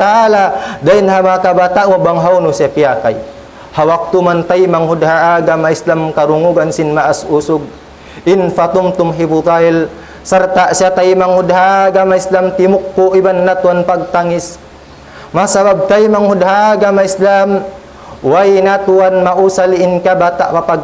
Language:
Tausug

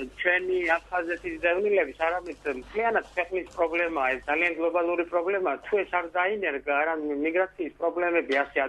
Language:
Georgian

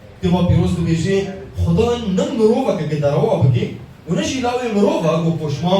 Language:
Kurdish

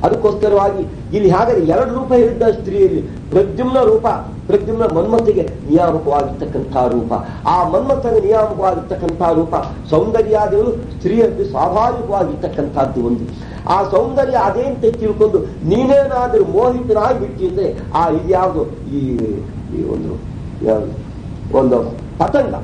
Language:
Kannada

